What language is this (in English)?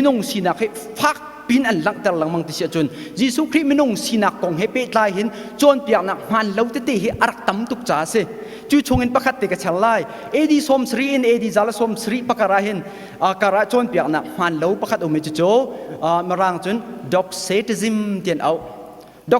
Hakha Chin